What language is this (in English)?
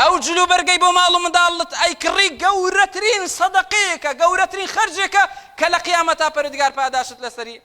Central Kurdish